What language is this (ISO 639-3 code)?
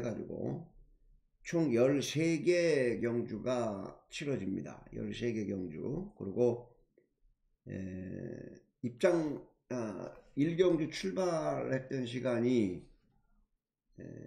kor